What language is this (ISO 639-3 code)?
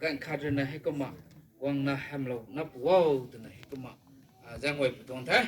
nbu